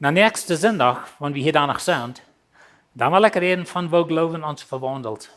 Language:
Plautdietsch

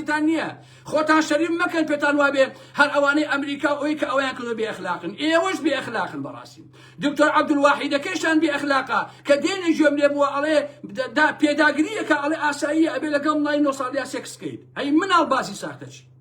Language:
Central Kurdish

